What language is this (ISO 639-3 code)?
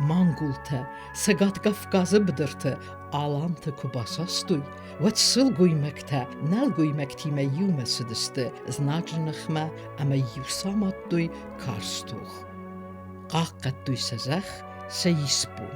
oss